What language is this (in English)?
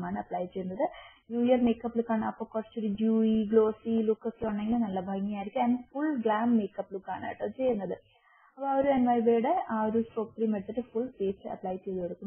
Malayalam